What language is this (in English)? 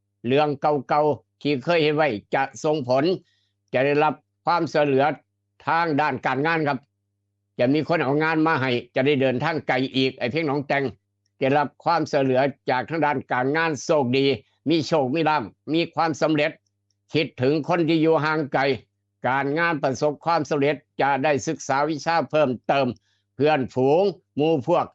Northeastern Thai